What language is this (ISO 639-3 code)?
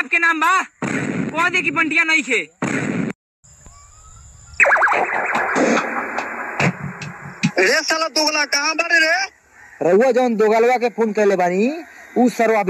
bho